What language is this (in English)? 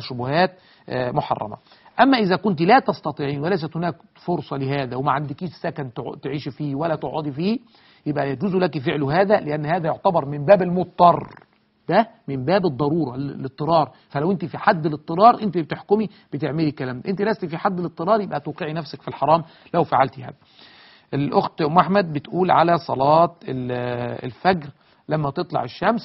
Egyptian Arabic